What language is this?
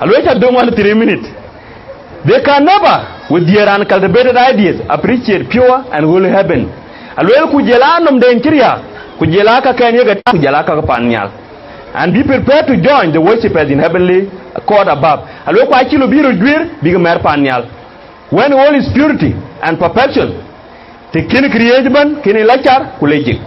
Dinka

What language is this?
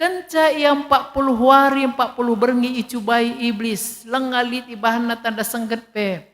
Batak Karo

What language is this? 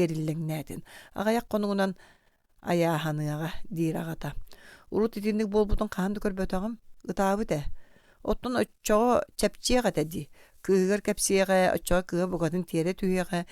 Yakut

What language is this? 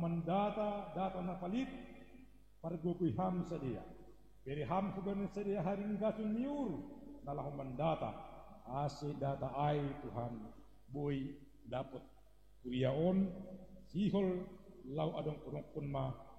Batak Simalungun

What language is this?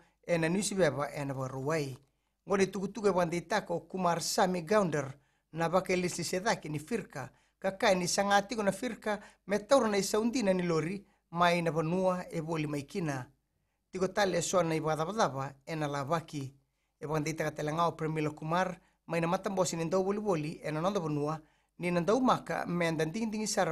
Fijian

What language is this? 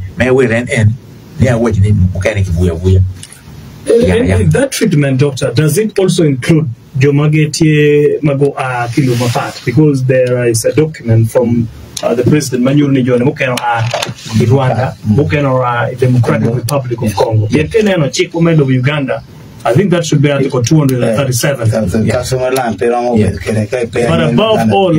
Acoli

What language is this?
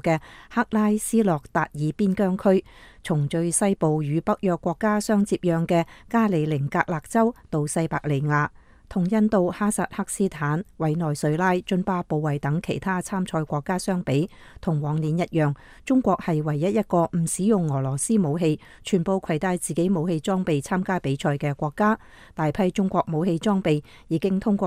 Cantonese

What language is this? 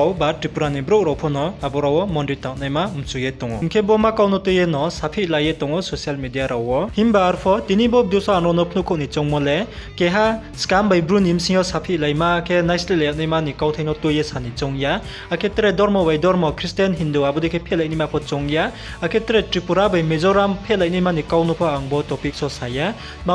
Riang (India)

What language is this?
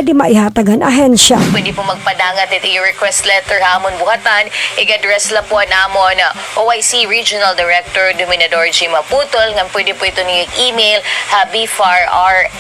Waray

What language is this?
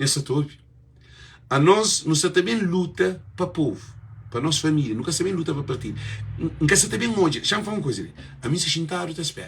Kabuverdianu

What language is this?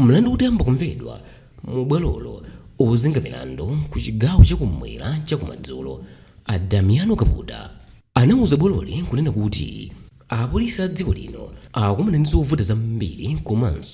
Nyanja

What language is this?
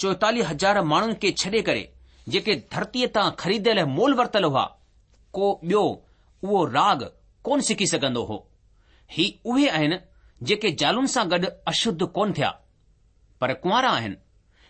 Sindhi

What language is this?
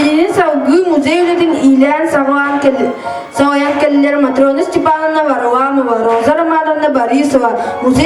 Yakut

